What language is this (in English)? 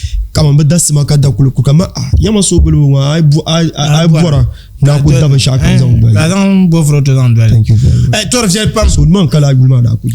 Dagbani